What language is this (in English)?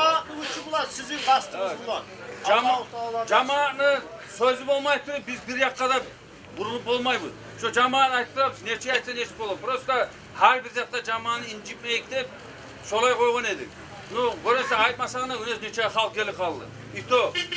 Kumyk